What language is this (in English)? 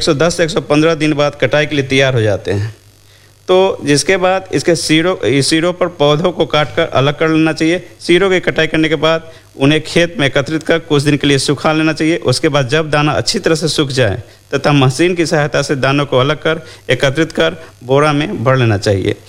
Hindi